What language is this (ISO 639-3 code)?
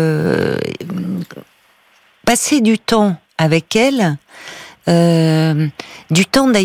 fra